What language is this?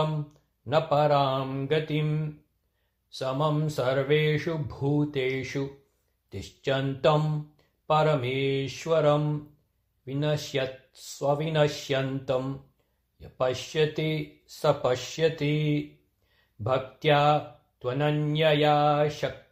Sanskrit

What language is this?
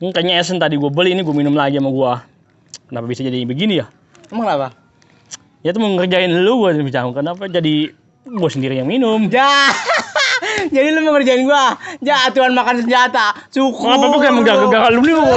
Betawi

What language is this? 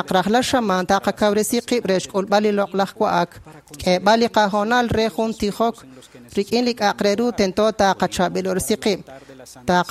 Kekchí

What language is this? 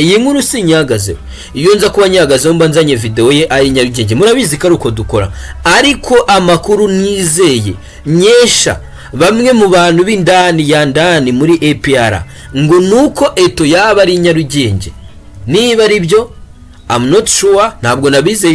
Kinyarwanda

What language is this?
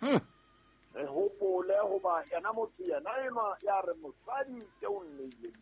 Southern Sotho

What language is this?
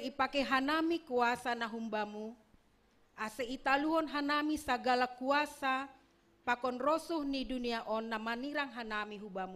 Batak Simalungun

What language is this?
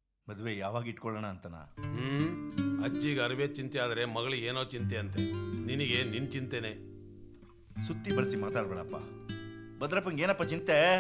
Kannada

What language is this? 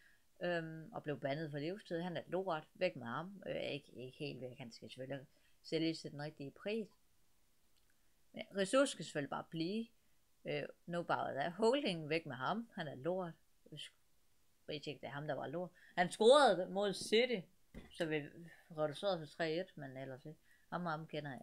Danish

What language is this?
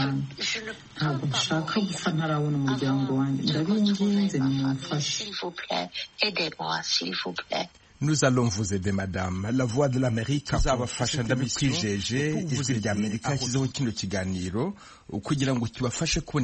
Kinyarwanda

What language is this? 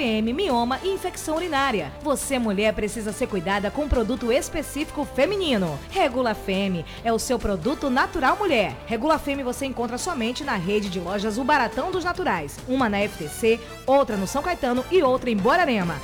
Portuguese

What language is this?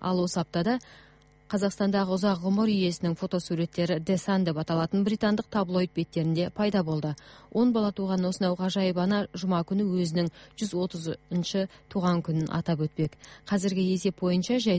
Kazakh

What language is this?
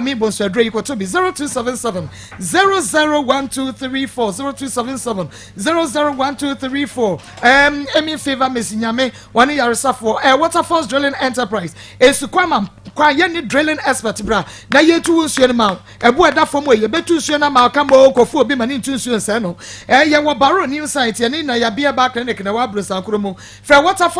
Akan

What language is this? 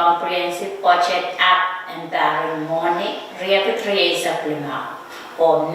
Pohnpeian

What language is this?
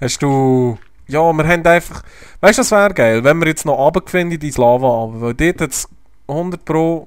Swiss German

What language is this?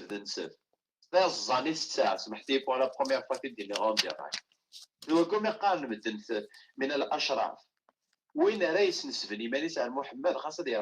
Kabyle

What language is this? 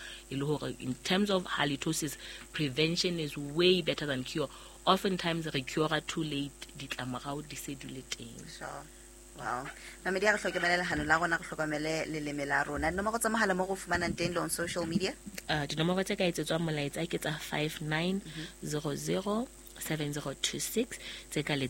Southern Sotho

